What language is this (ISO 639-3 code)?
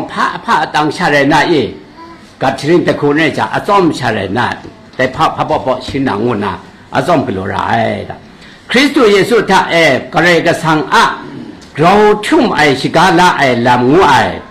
kac